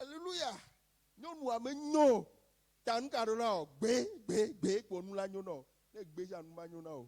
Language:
Ewe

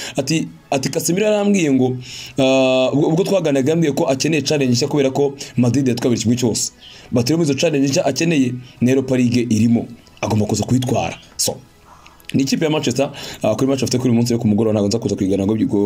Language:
Kinyarwanda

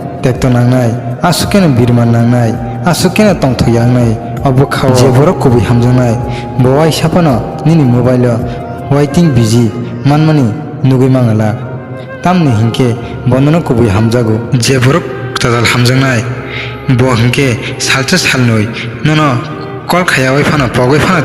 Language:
Kok Borok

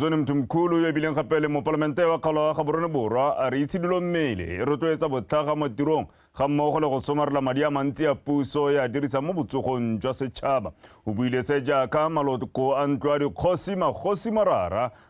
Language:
Tswana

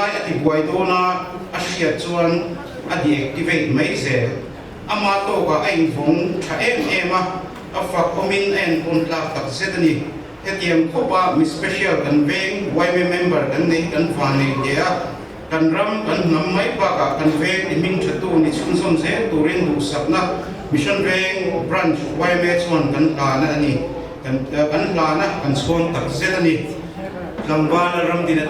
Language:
Mizo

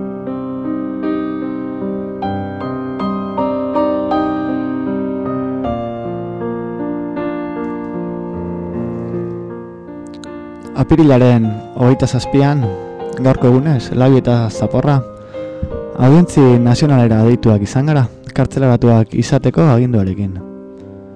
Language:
Basque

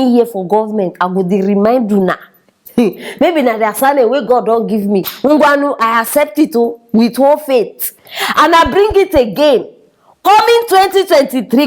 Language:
Nigerian Pidgin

